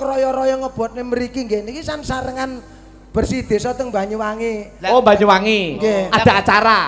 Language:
Javanese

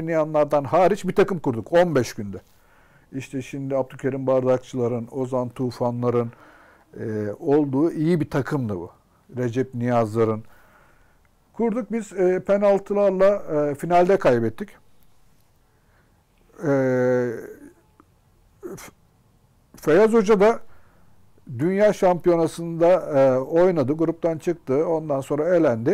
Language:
Turkish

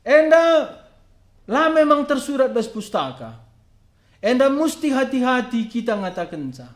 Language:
Batak Karo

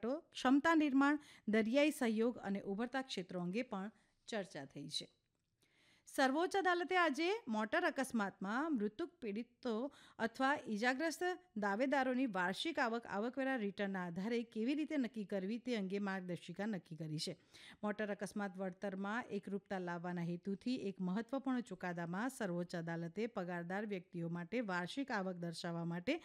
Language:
Gujarati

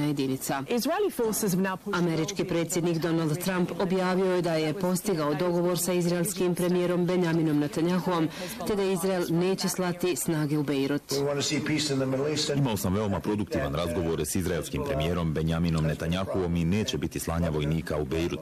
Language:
Bosnian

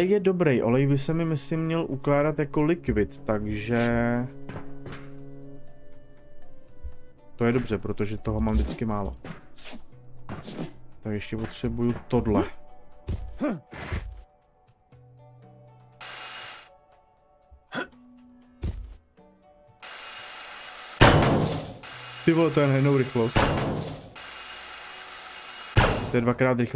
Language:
Czech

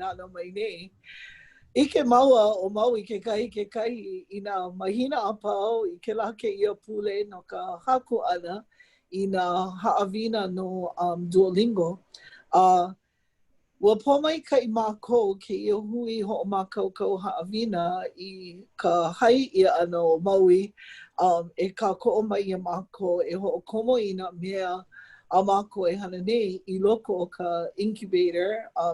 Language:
Hawaiian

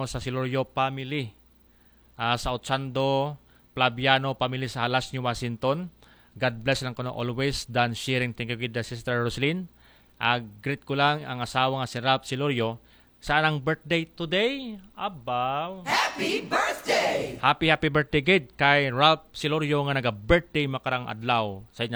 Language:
Aklanon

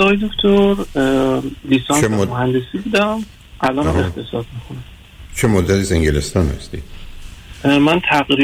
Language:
Persian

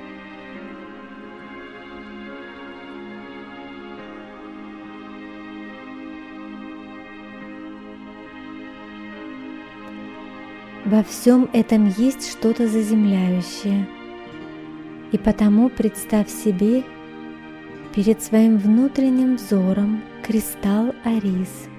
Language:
Russian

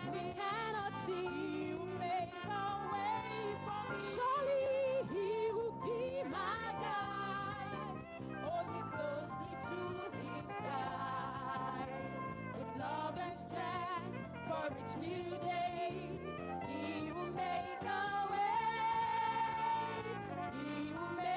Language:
Ewe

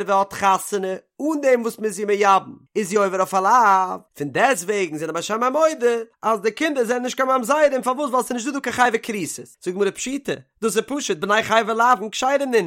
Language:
Yiddish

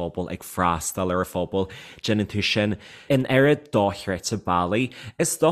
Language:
Irish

